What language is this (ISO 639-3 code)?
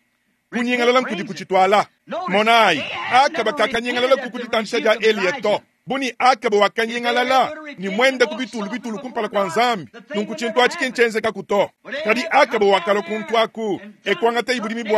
lua